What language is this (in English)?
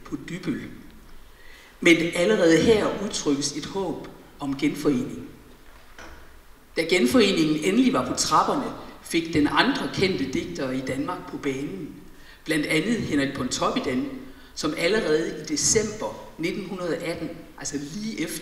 Danish